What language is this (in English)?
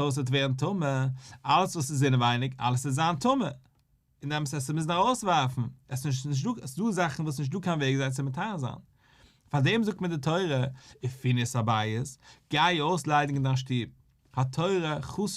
Yiddish